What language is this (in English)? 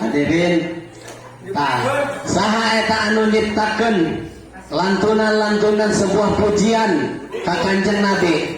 Sundanese